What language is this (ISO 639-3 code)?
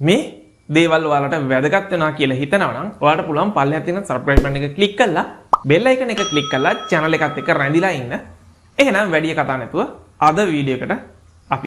sin